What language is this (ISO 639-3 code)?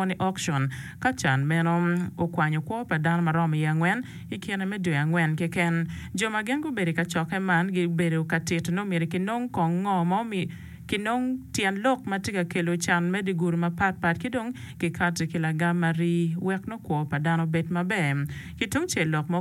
ach